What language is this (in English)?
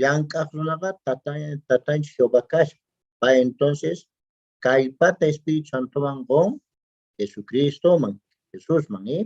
Quechua